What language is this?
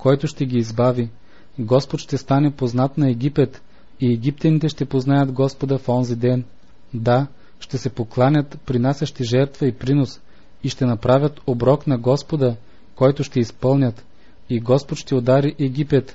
Bulgarian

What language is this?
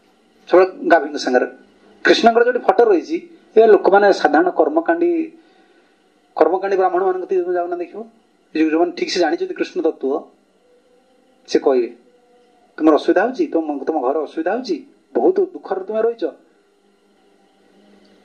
Odia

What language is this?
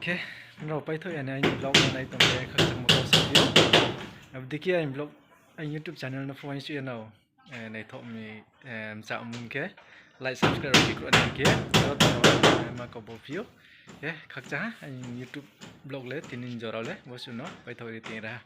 Riang (India)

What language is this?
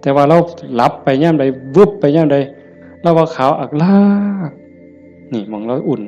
Northeastern Thai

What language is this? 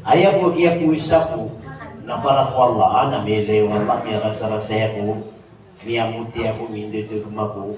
Maranao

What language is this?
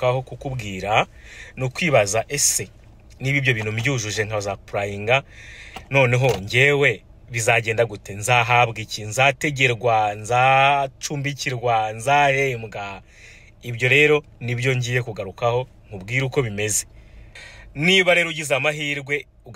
Kinyarwanda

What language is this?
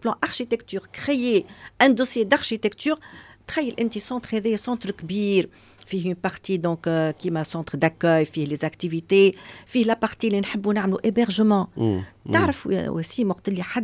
Tunisian Arabic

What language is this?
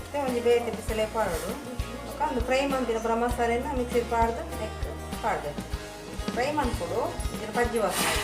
Tulu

